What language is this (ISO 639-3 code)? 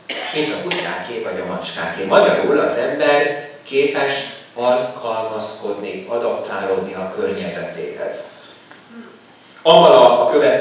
hun